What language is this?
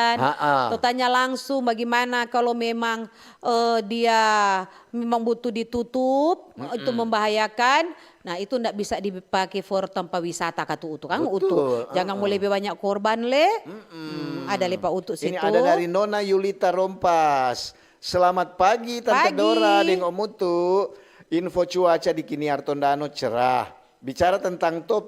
Manado Malay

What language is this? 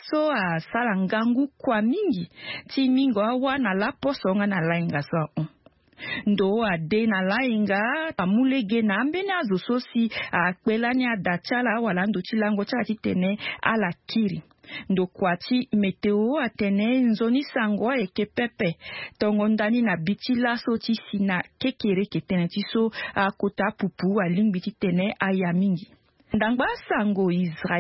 Sango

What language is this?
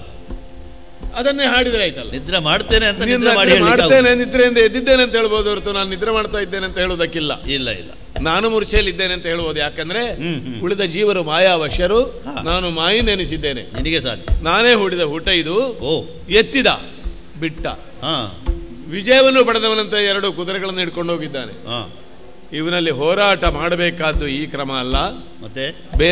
Kannada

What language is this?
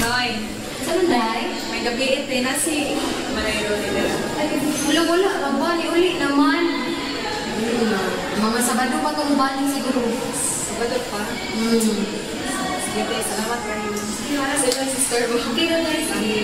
Cebuano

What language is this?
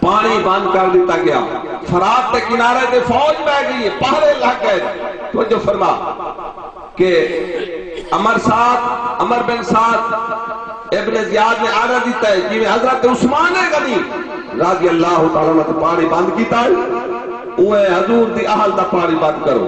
Saraiki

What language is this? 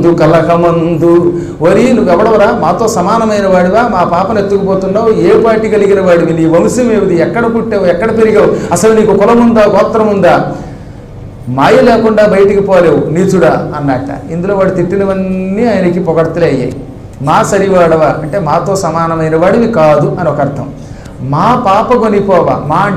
Telugu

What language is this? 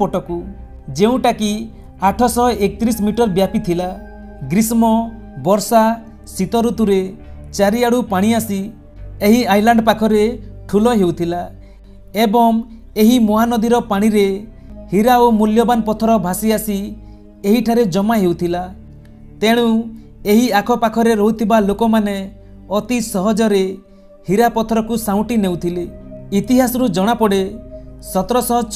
Odia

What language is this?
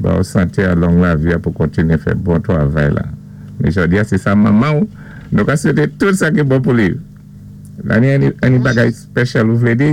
Saint Lucian Creole French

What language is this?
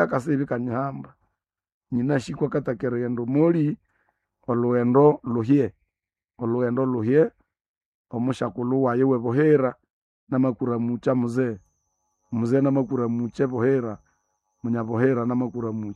Nande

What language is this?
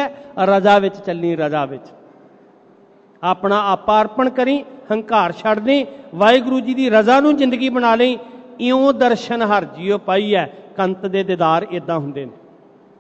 Punjabi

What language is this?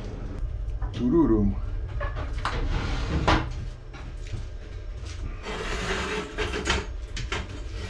Polish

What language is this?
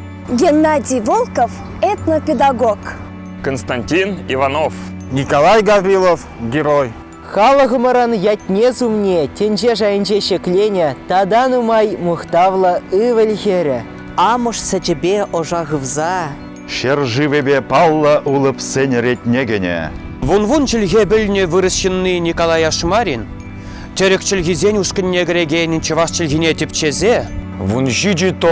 Chuvash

